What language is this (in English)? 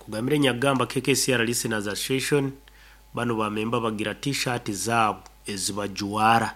Nyoro